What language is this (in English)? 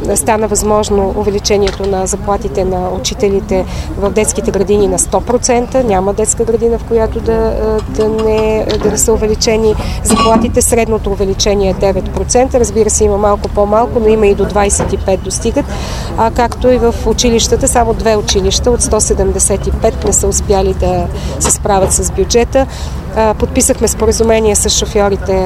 Bulgarian